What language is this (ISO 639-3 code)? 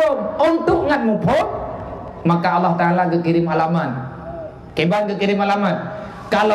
ace